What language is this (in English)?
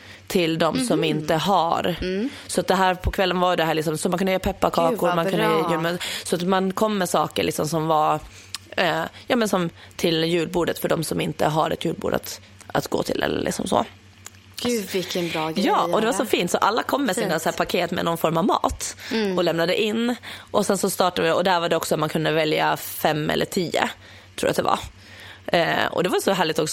Swedish